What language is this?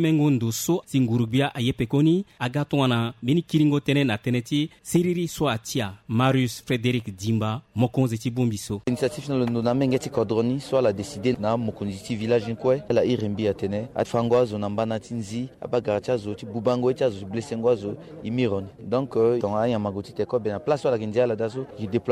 Sango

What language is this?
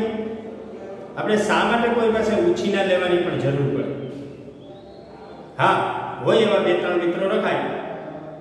Gujarati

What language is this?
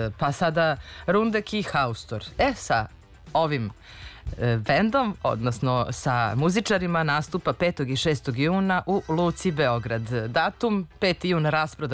Serbian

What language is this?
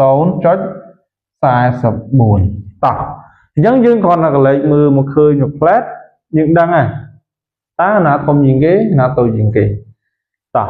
Khmer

